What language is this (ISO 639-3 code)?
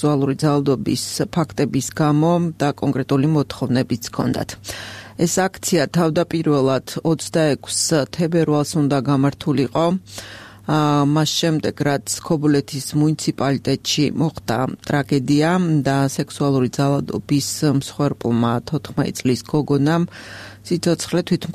kat